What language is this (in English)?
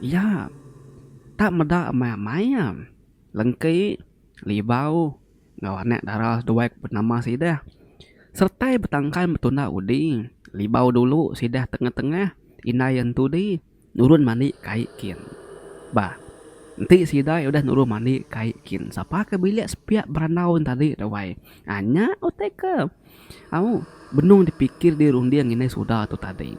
Iban